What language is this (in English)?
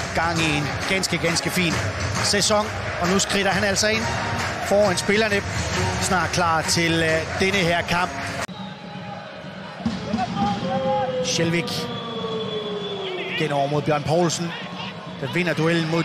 Danish